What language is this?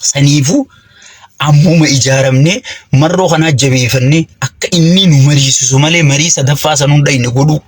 Oromo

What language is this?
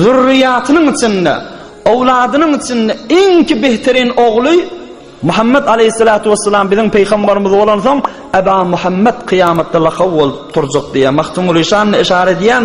Turkmen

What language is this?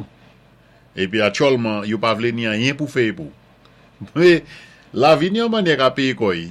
Saint Lucian Creole French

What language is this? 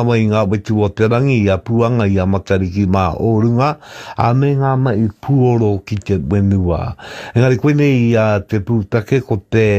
Māori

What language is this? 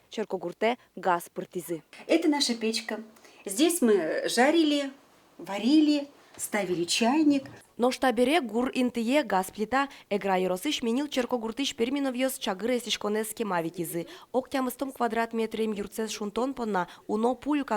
Udmurt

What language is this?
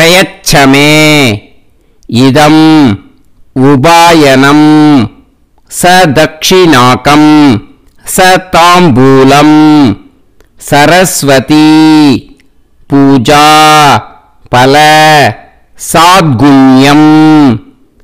Tamil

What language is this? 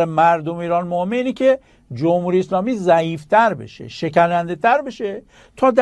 Persian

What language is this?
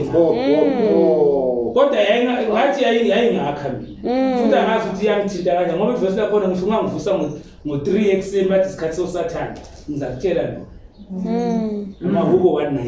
Zulu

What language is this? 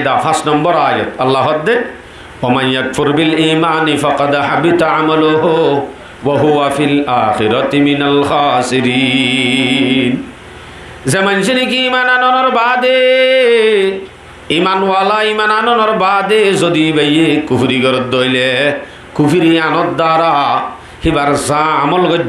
Rohingya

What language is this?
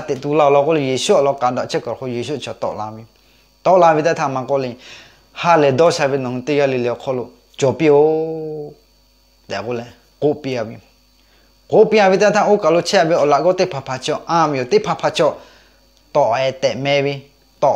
Lahu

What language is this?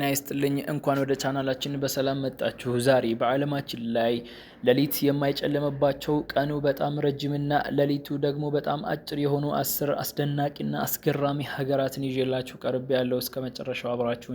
Amharic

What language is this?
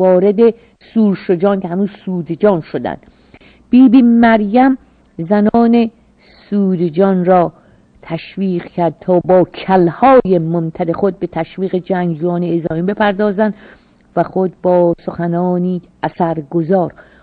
Persian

